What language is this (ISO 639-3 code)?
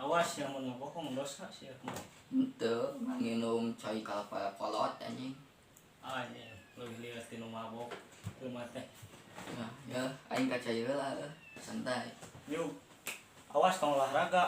sun